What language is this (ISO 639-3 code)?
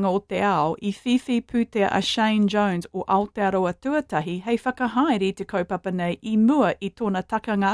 mri